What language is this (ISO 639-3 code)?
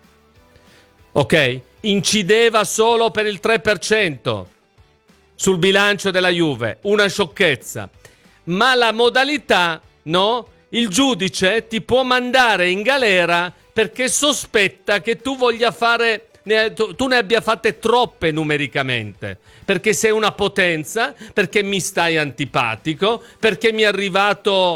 ita